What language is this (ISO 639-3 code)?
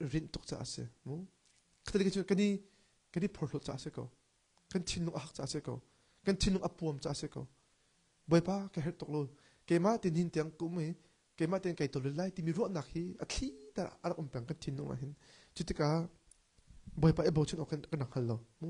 cnh